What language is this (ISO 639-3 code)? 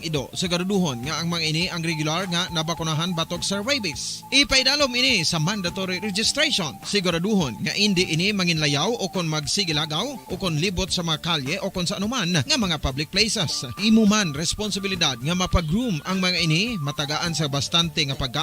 hil